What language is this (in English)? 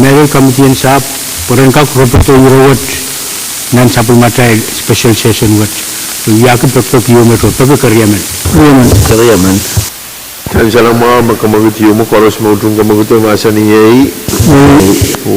Pohnpeian